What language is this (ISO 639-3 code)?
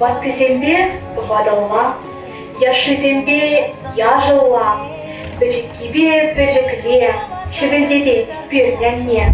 chv